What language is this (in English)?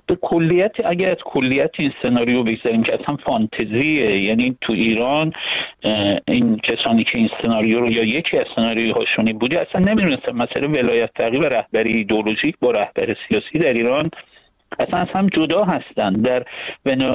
Persian